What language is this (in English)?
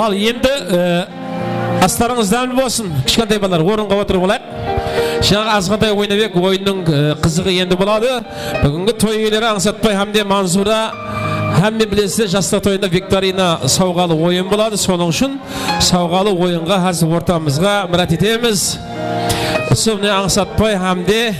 Kara-Kalpak